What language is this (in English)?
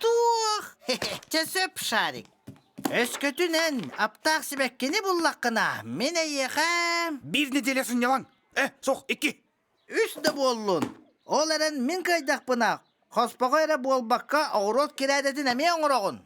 Yakut